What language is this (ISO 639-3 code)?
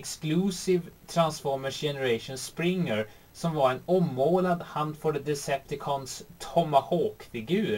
swe